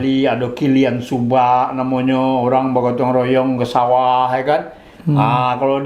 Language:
Minangkabau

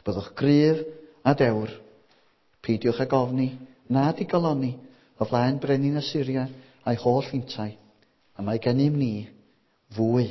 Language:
Welsh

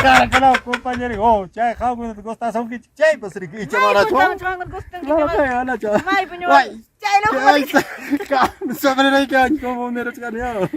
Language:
Ayacucho Quechua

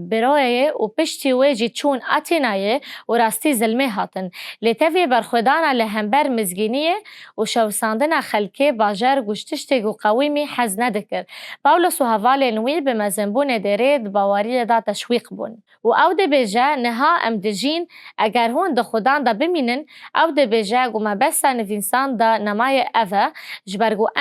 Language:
Kurdish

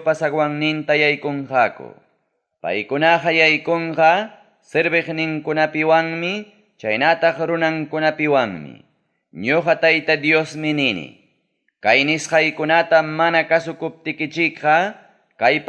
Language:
Ayacucho Quechua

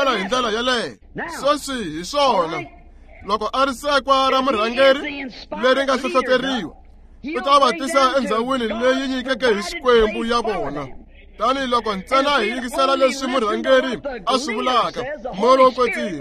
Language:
Tsonga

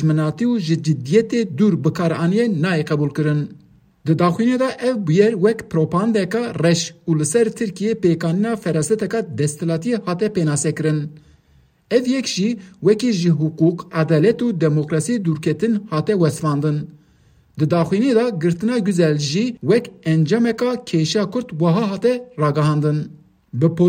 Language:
Kurdish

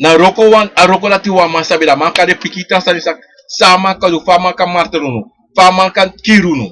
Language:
Sranan Tongo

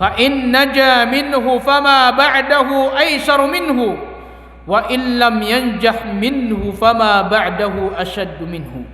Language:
Maranao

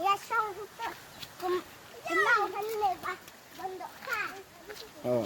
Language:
Khasi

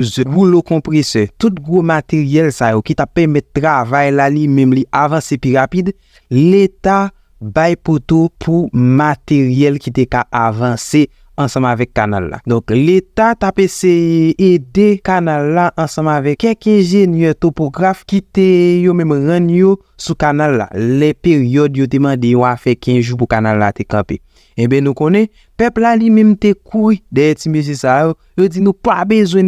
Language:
Haitian Creole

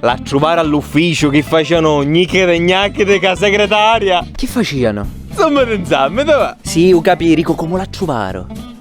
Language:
Sicilian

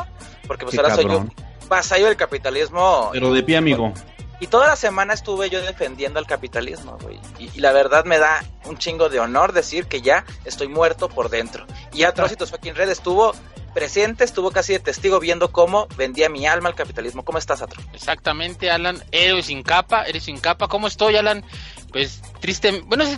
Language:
Spanish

